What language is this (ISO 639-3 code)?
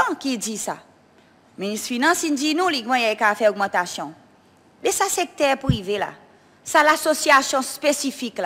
crs